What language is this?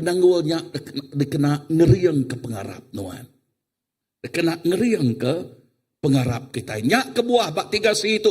Iban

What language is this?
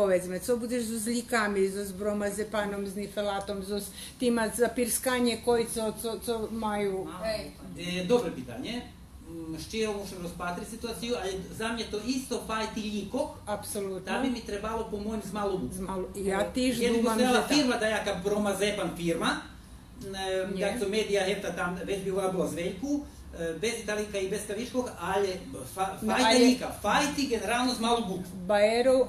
Rusyn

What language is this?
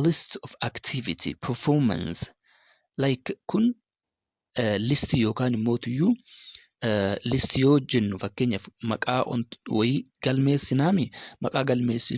Oromo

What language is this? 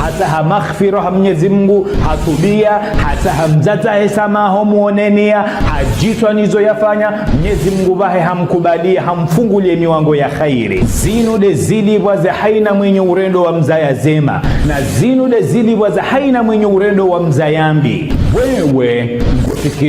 Ngazidja Comorian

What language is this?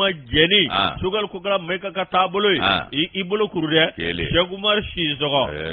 Bambara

